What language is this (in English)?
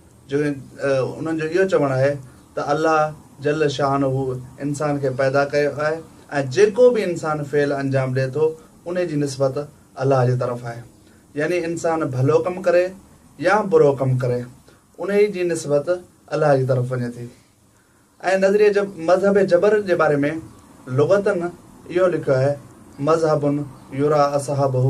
Sindhi